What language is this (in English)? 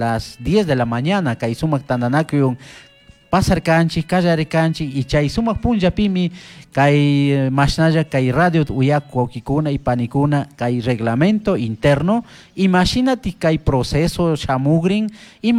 Chimborazo Highland Quichua